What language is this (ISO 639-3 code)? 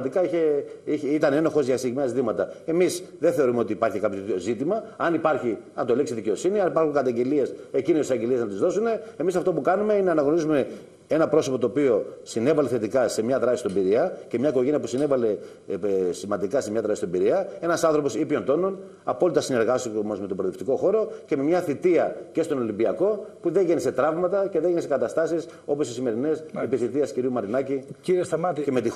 ell